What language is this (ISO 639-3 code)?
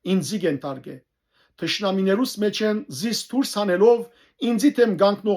hyw